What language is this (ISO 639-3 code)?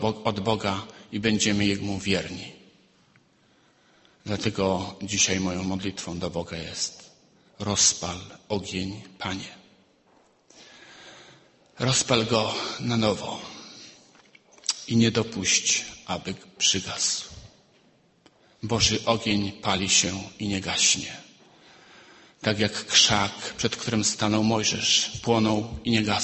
pol